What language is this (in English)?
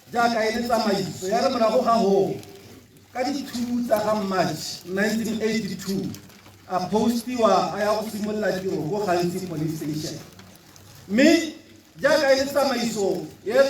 Tswana